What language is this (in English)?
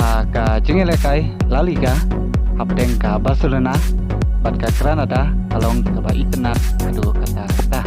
Khasi